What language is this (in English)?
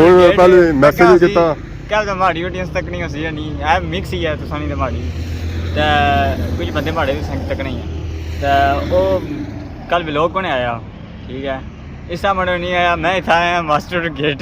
Pahari-Potwari